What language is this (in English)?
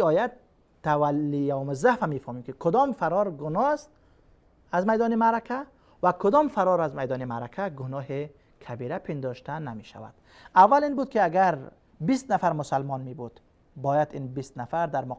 Persian